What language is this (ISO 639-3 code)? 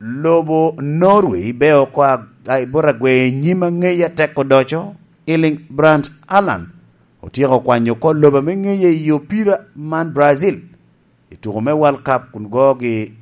laj